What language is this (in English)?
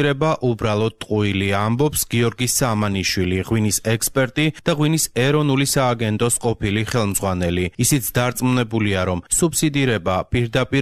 Georgian